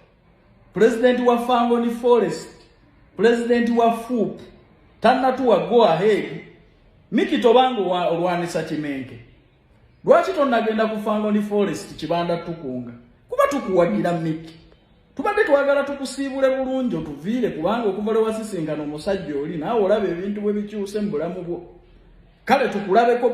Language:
Ganda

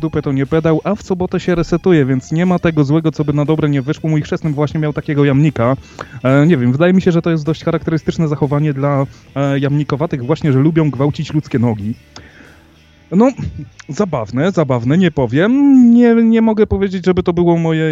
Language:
Polish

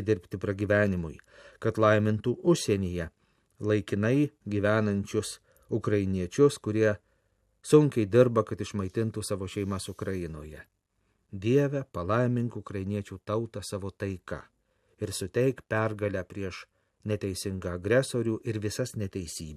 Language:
Lithuanian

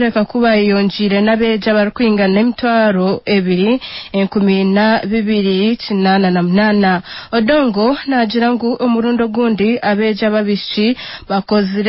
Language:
Nyankole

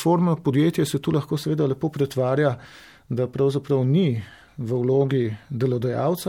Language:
Slovenian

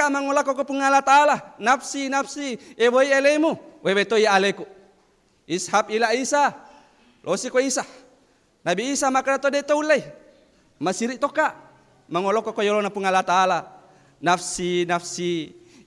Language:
Buginese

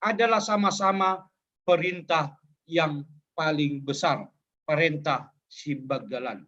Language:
Batak Simalungun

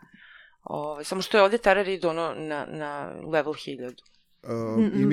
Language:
Serbian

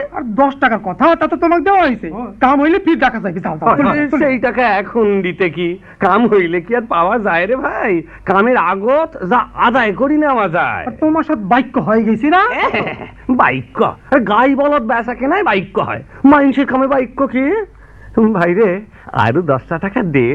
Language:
Bangla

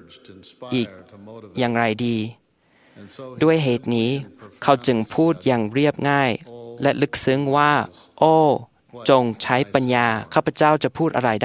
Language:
Thai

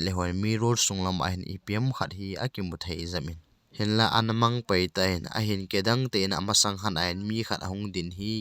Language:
Thado Chin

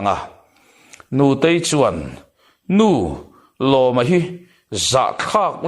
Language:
Mizo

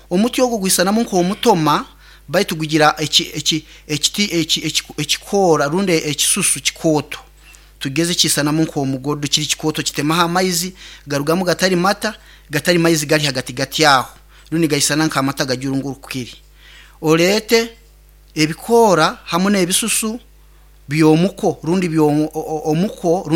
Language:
Nyoro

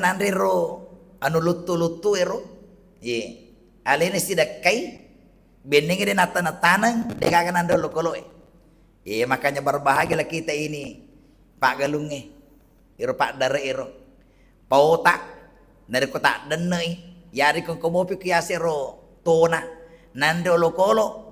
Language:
Buginese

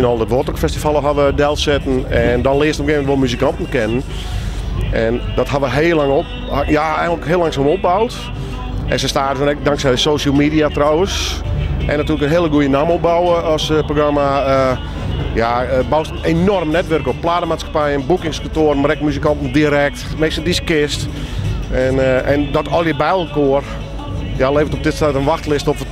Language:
Western Frisian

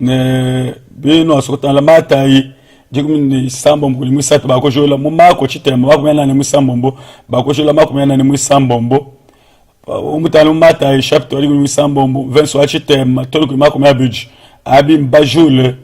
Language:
Luba-Lulua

